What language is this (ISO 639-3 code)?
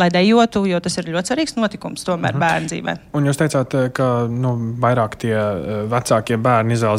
lav